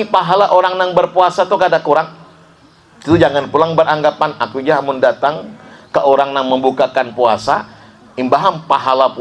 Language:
Banjar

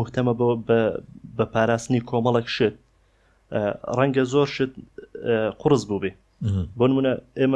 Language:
Central Kurdish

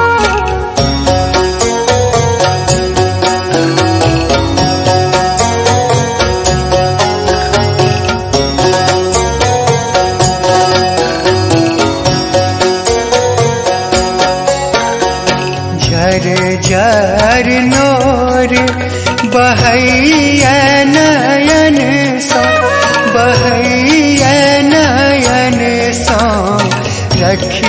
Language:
Bhojpuri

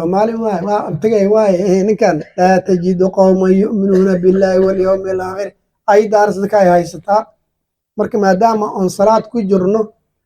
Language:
Somali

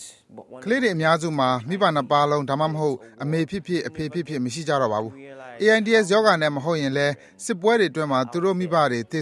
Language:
Burmese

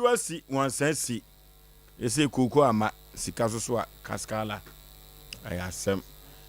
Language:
Akan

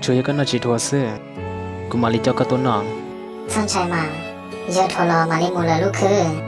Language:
Hmong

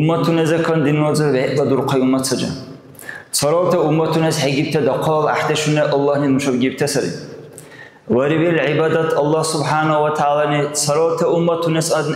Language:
Dargwa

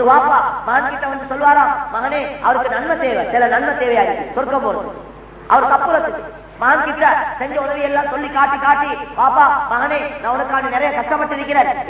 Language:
Tamil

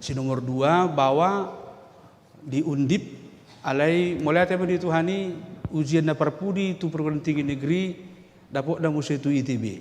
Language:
Batak Toba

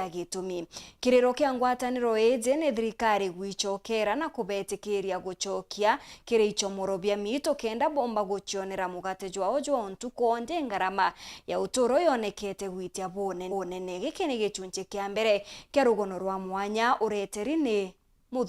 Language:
Meru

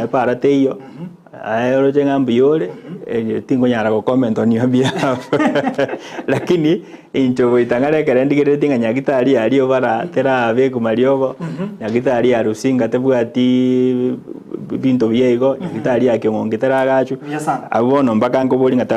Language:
Gusii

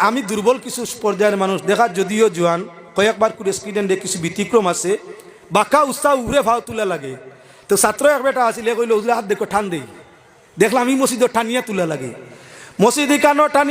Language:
Sylheti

